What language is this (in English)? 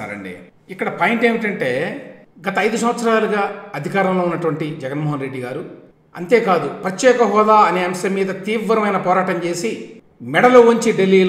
Telugu